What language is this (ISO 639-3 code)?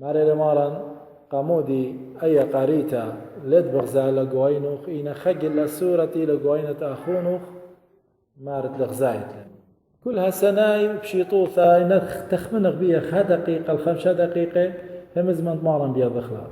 aii